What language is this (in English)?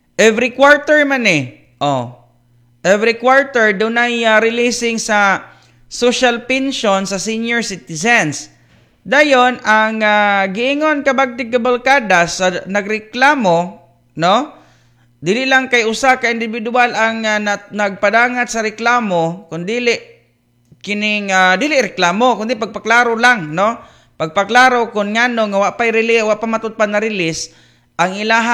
Cebuano